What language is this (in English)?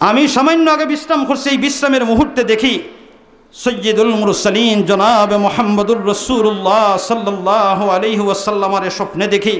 Sylheti